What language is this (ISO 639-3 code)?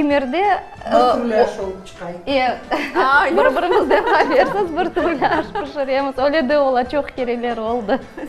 crh